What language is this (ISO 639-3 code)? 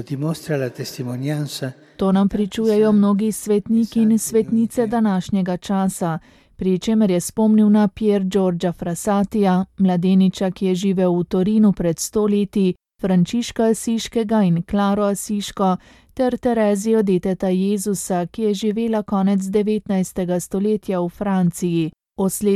slv